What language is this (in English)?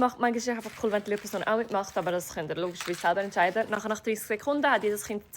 Swiss German